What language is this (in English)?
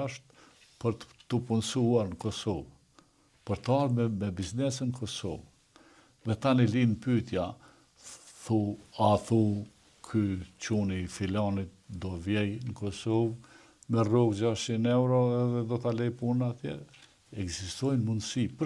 Albanian